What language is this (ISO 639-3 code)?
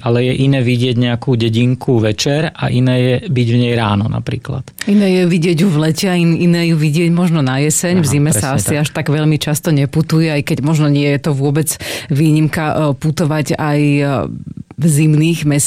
slk